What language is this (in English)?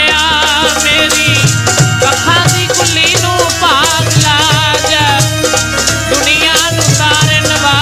Punjabi